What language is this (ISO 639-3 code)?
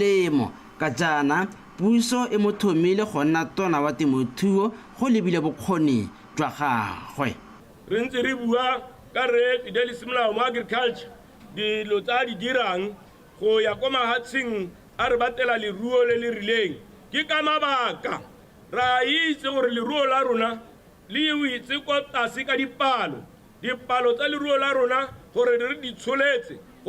tsn